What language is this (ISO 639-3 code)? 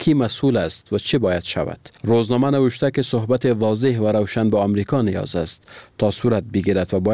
fas